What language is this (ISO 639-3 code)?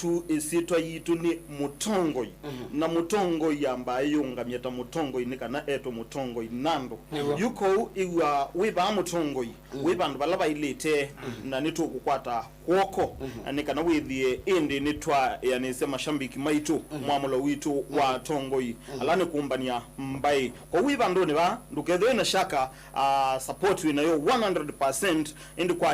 kam